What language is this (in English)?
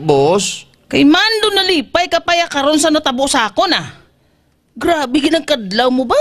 Hiligaynon